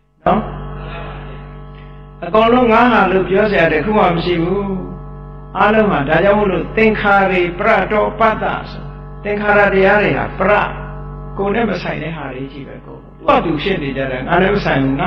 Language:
Burmese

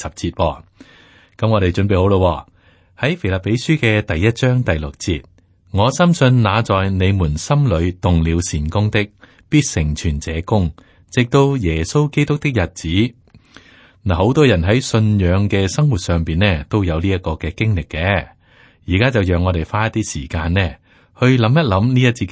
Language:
Cantonese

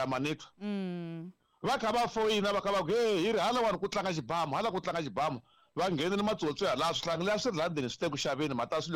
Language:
Tsonga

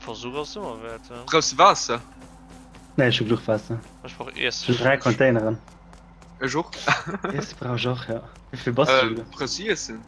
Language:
Luxembourgish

